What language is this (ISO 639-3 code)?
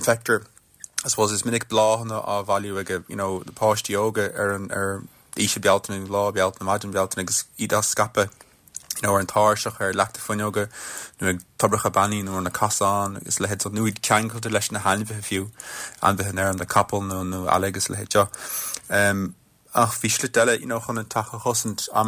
gle